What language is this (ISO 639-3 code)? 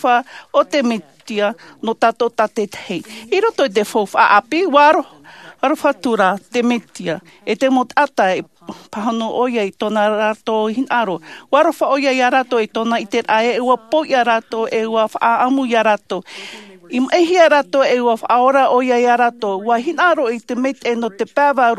tah